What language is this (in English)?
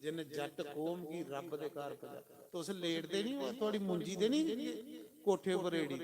Dogri